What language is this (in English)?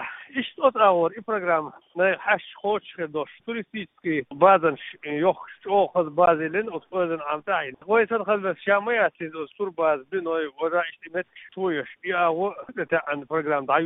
Chechen